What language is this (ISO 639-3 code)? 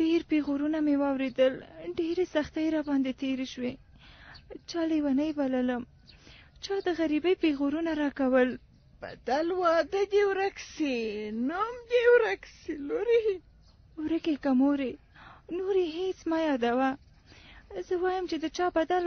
pus